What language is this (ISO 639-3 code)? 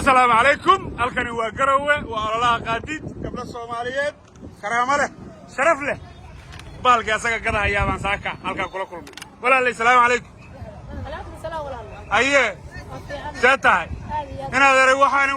som